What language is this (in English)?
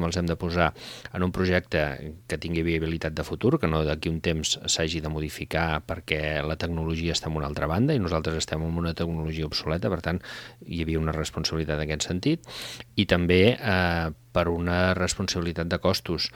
Catalan